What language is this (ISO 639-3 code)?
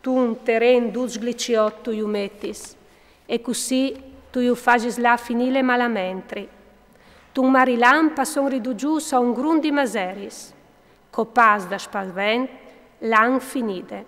fur